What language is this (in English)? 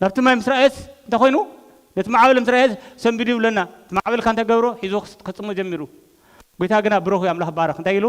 Tigrinya